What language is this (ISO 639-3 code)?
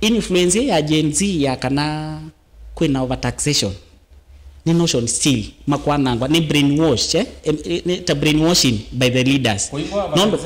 kam